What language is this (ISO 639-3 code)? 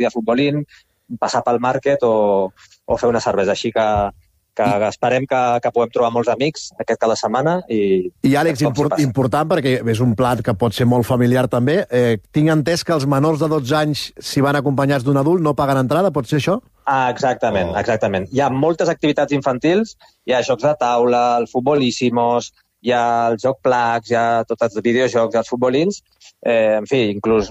cat